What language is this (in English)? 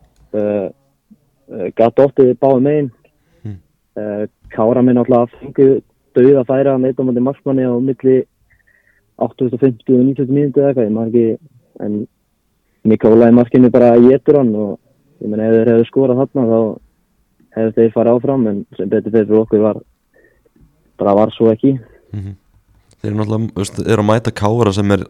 Icelandic